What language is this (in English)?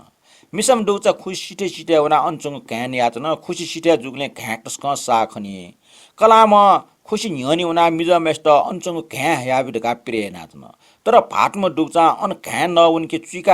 Newari